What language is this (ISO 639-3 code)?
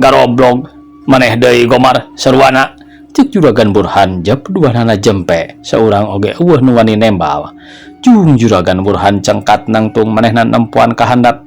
sun